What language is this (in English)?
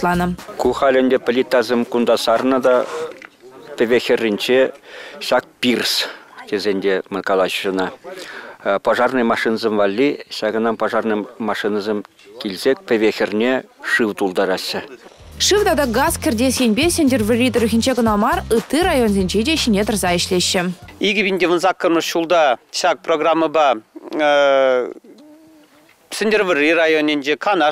Chuvash